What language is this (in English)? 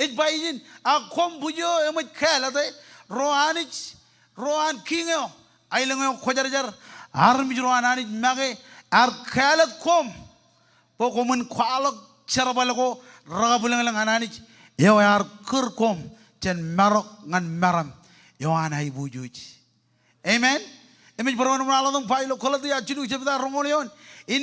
Marshallese